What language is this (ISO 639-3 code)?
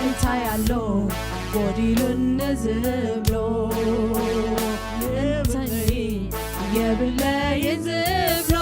tir